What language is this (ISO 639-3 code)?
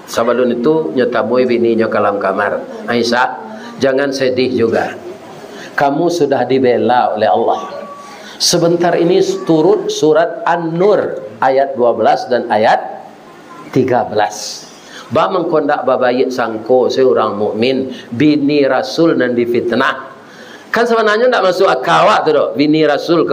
min